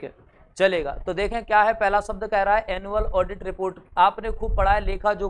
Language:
Hindi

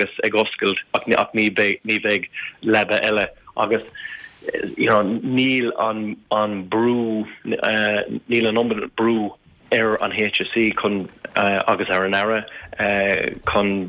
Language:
Irish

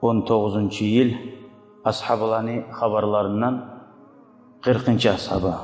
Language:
Kumyk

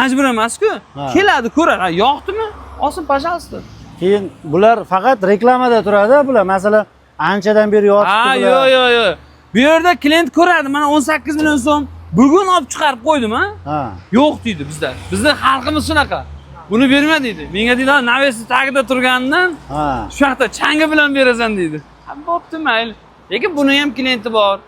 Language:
Uzbek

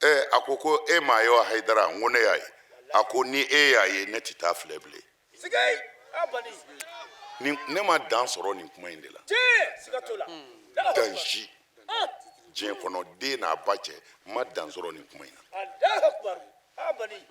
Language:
Bambara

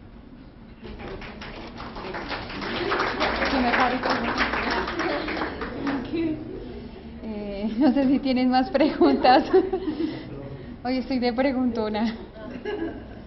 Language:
Spanish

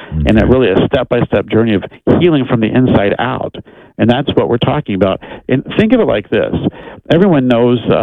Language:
English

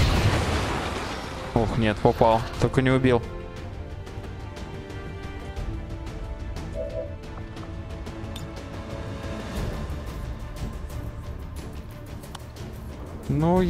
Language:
Russian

